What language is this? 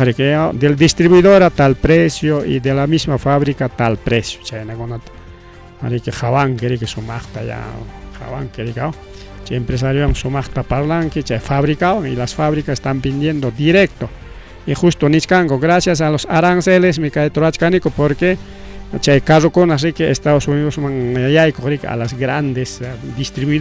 Ayacucho Quechua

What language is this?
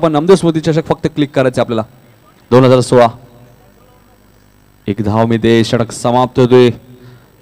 Marathi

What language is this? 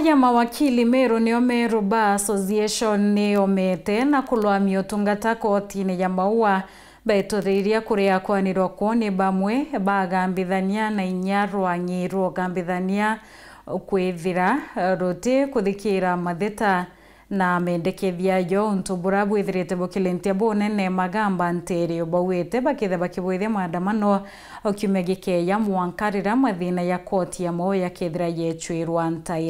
Meru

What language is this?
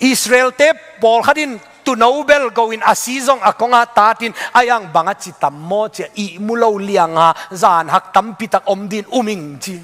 Tedim Chin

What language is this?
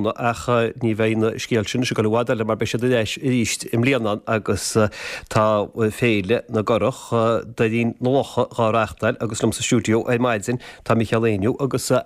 Irish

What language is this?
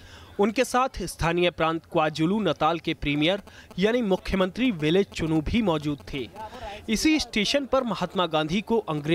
Hindi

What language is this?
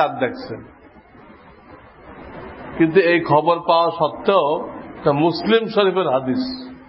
Bangla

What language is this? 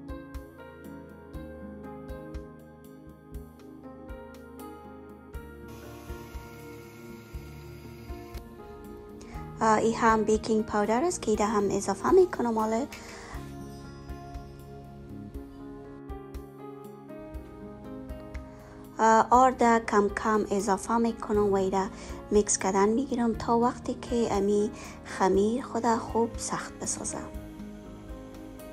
Persian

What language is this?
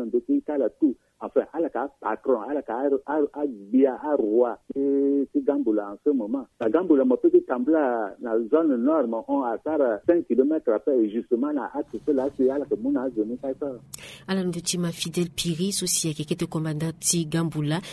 Sango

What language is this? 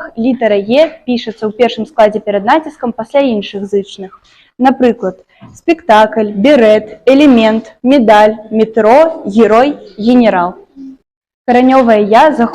Belarusian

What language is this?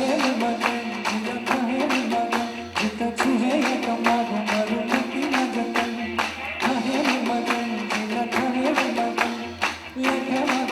Newari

